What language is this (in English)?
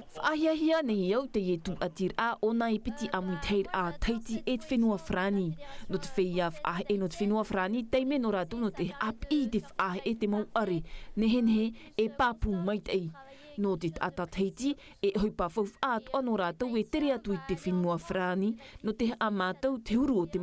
Tahitian